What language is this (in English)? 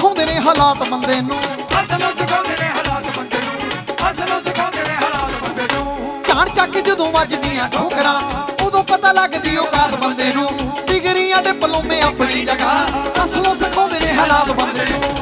Punjabi